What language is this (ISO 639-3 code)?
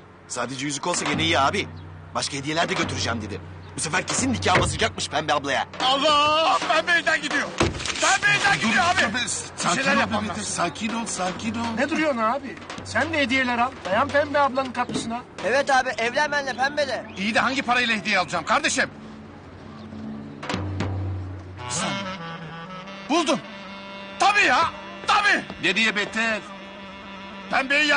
tur